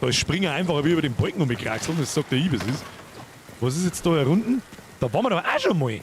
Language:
Bavarian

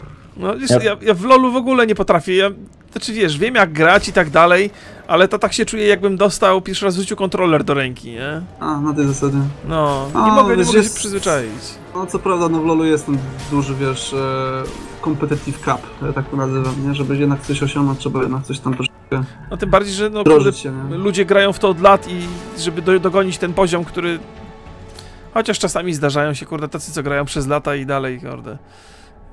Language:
Polish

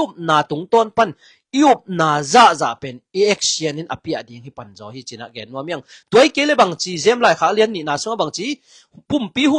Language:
Tedim Chin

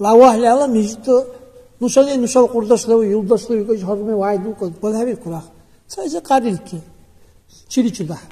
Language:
Dargwa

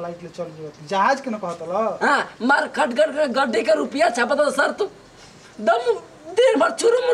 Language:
Bhojpuri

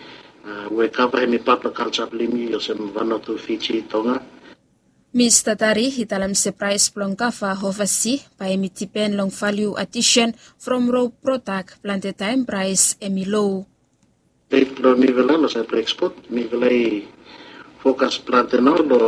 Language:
Bislama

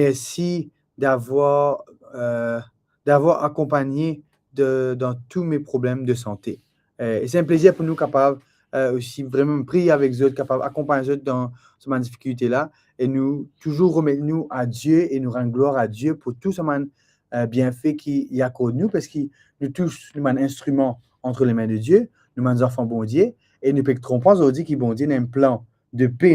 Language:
Morisyen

